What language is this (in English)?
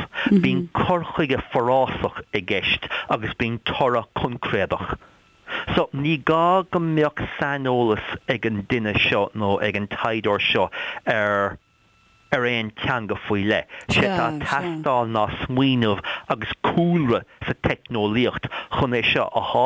Irish